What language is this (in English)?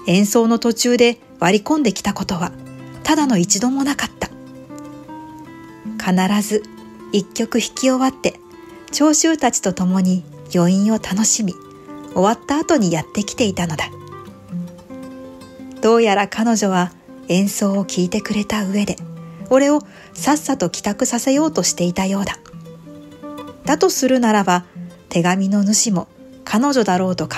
Japanese